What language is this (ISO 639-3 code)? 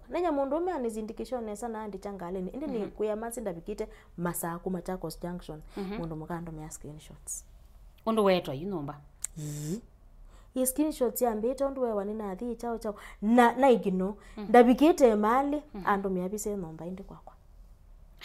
kam